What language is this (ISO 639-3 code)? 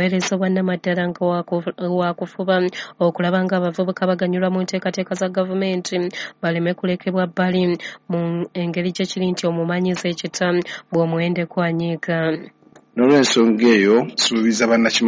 lug